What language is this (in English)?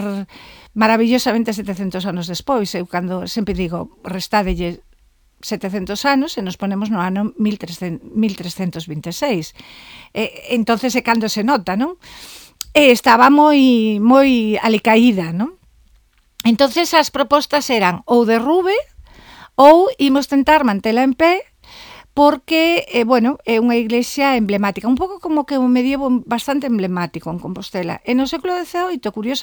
Galician